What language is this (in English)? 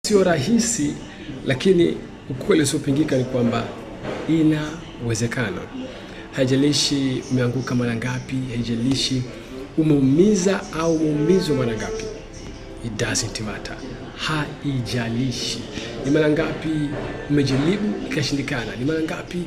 Swahili